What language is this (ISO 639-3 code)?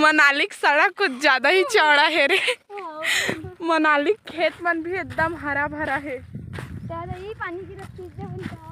hne